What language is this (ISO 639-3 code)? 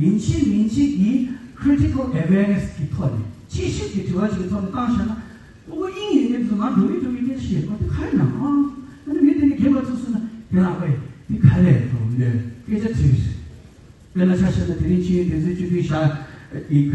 bod